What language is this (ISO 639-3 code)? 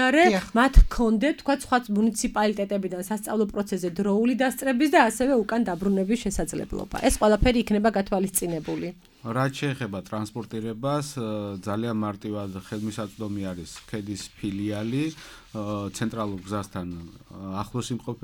kat